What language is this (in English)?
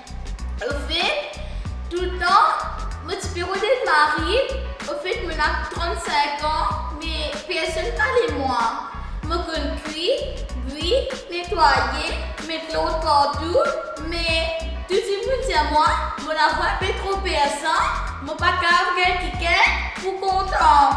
Morisyen